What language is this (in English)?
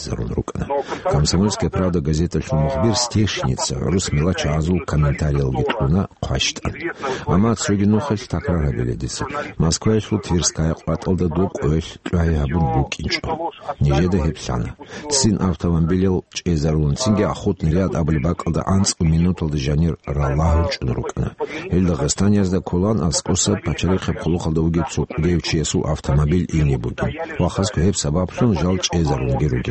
Avaric